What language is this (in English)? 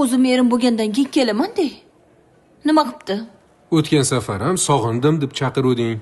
Uzbek